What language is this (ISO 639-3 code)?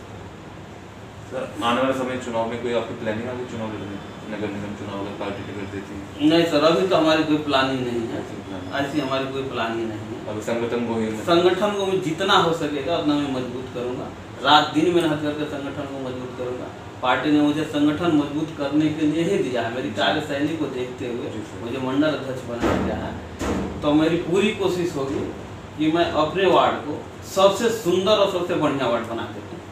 hin